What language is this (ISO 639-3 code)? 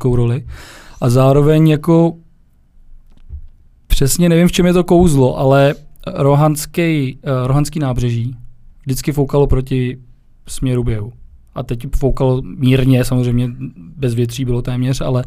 ces